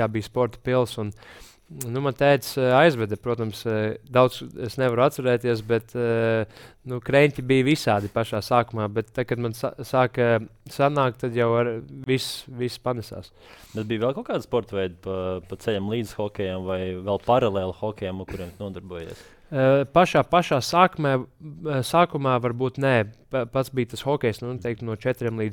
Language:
Latvian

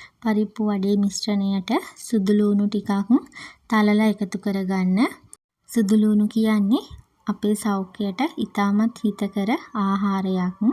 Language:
Sinhala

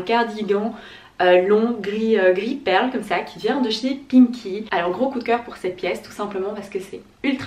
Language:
French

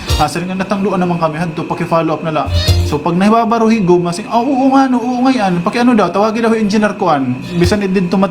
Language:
Waray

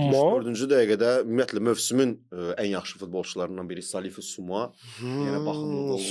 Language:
Azerbaijani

